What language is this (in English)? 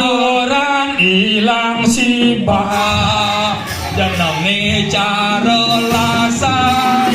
Balinese